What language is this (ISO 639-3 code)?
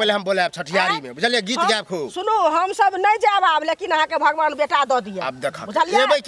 mai